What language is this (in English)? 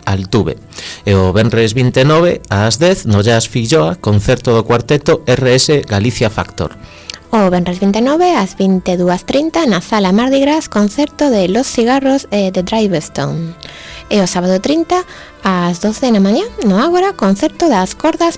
Galician